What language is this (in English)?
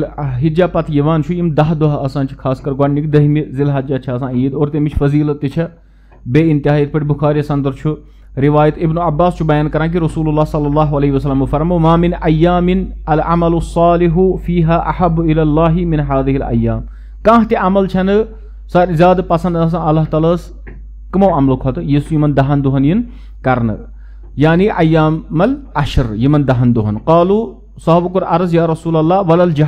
Kashmiri